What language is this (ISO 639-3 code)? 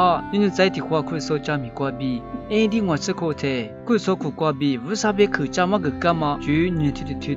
lis